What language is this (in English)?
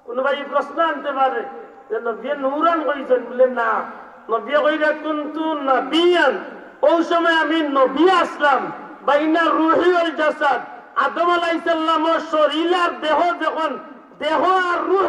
Sylheti